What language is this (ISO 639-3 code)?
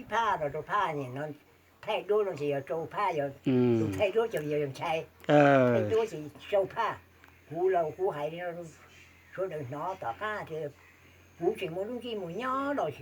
hmn